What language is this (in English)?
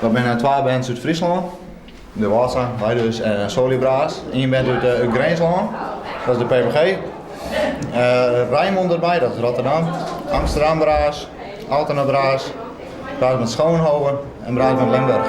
Western Frisian